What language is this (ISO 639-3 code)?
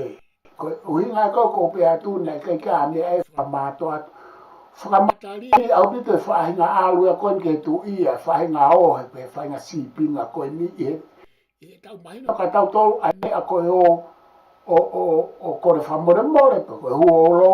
ton